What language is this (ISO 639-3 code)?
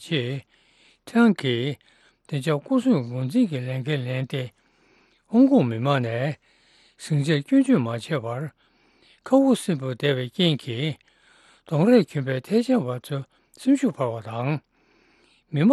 bod